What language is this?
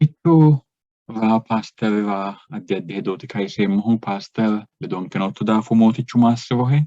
Sidamo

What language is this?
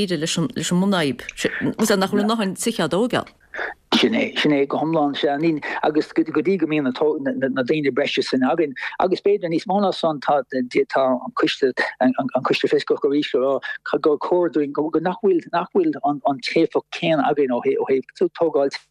Irish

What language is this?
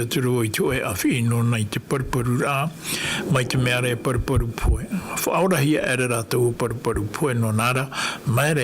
Tahitian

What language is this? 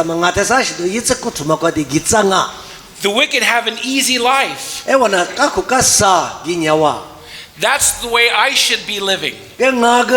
Lisu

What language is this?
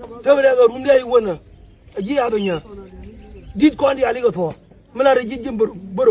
Nuer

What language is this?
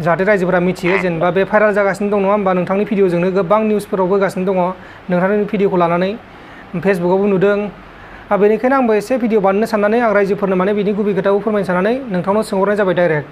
Bodo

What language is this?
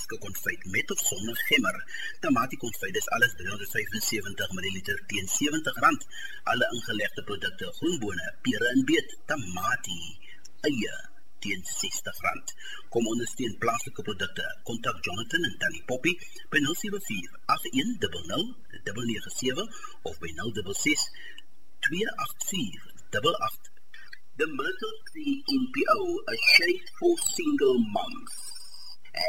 Afrikaans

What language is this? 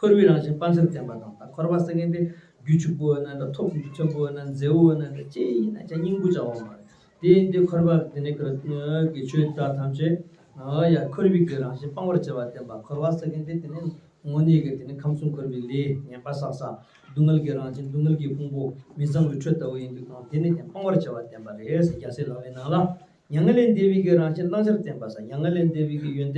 Tibetan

